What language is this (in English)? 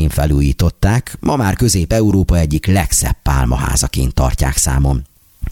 Hungarian